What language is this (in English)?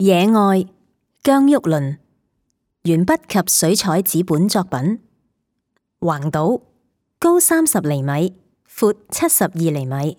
Cantonese